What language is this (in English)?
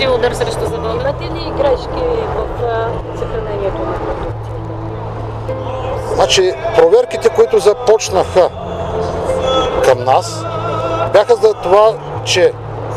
Bulgarian